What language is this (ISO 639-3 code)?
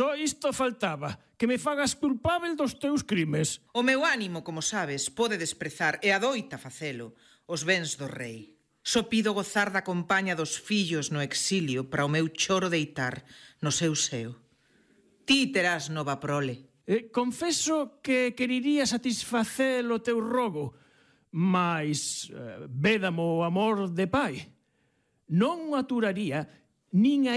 glg